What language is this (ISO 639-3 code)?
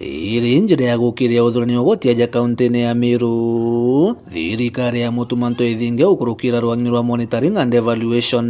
mer